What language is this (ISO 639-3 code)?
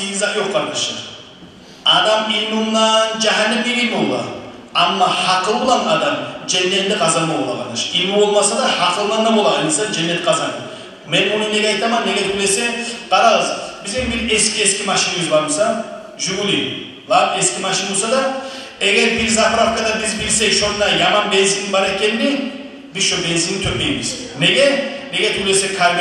kum